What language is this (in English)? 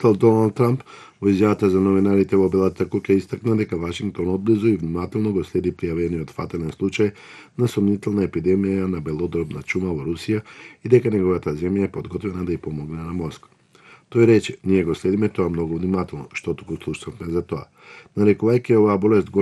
Macedonian